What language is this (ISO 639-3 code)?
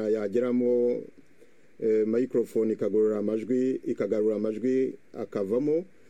kin